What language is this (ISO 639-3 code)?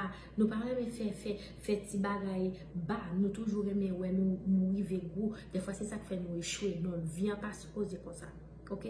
hat